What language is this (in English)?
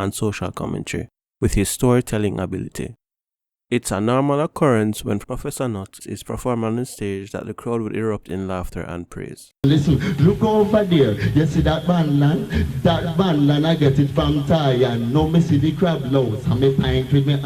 Jamaican Creole English